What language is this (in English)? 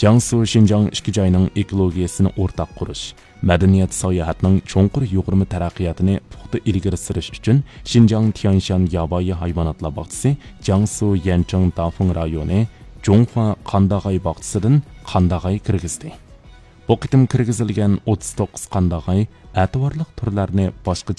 Uyghur